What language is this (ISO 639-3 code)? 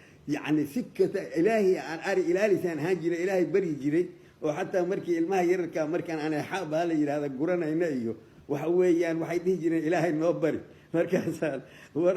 som